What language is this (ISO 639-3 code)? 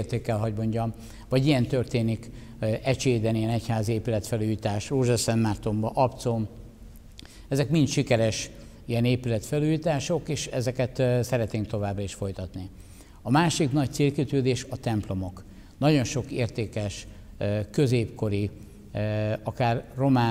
hun